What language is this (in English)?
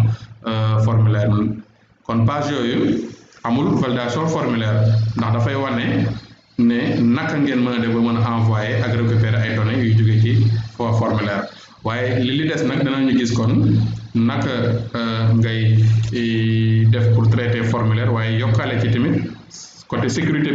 Wolof